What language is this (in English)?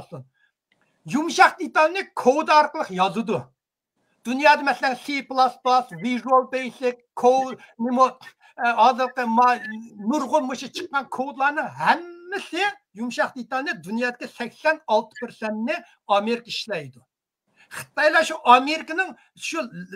Uyghur